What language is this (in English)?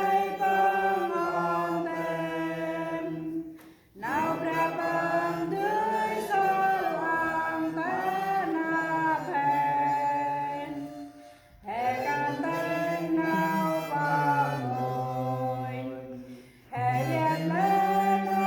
Central Mnong